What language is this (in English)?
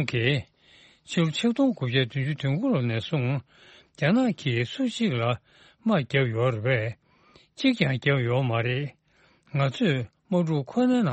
Tibetan